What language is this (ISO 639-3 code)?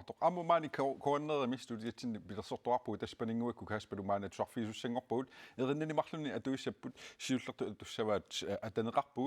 kal